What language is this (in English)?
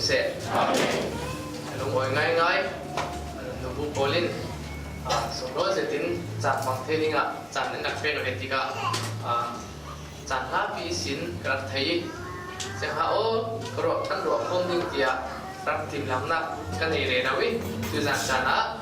Falam Chin